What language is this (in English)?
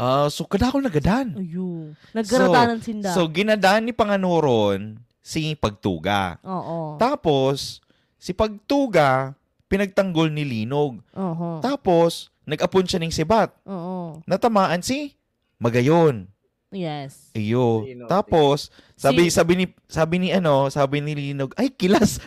Bikol